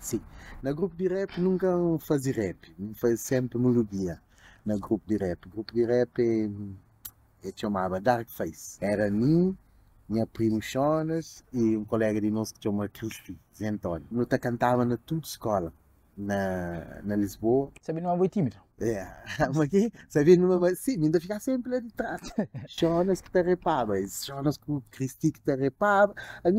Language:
Kabuverdianu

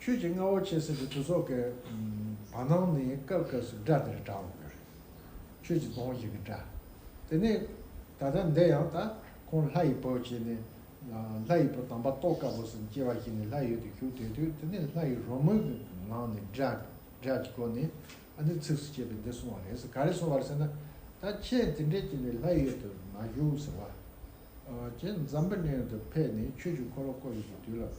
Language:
Tibetan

